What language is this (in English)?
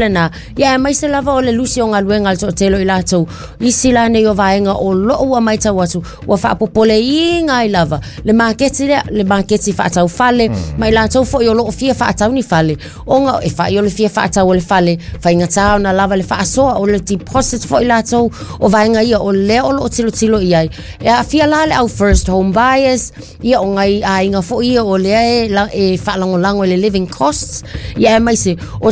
Samoan